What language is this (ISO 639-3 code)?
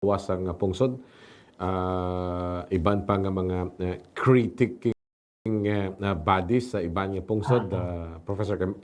hil